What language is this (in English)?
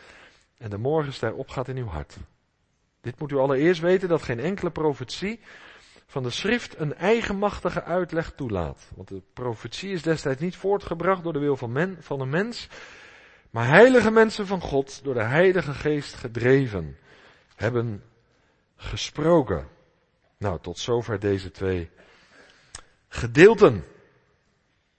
Dutch